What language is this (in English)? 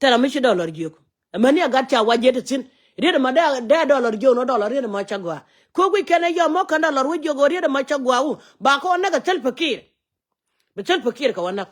Nuer